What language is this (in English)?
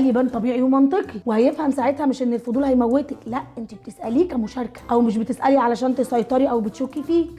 Egyptian Arabic